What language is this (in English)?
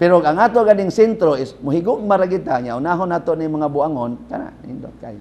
Cebuano